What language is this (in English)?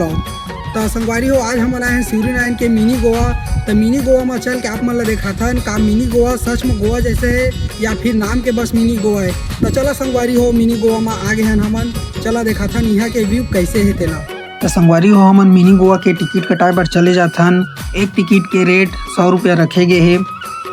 Chhattisgarhi